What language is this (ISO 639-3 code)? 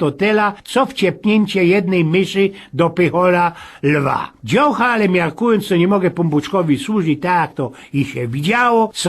szl